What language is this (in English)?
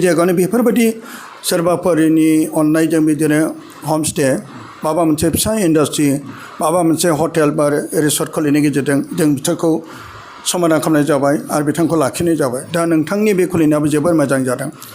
Bodo